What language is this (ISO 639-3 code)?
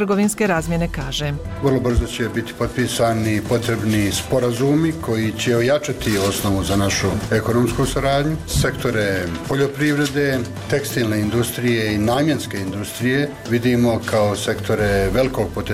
bos